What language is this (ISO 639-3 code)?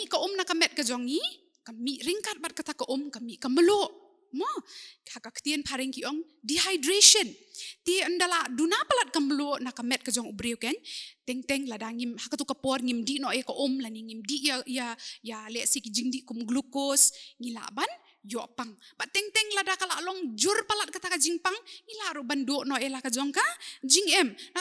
kha